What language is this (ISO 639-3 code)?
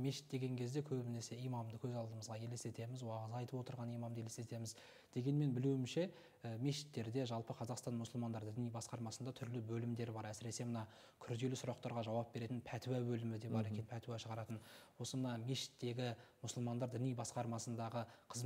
kaz